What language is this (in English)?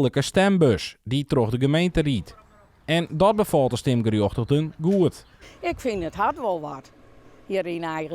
Western Frisian